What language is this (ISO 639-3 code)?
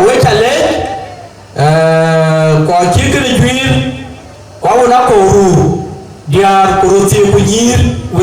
din